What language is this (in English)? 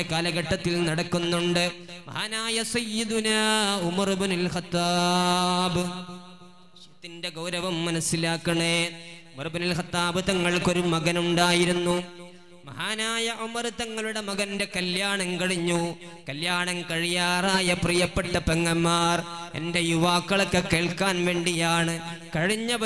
Malayalam